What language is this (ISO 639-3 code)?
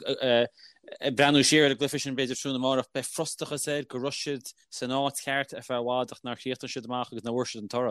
gle